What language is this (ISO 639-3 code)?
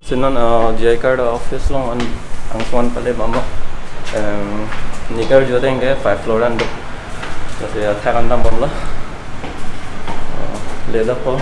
mjw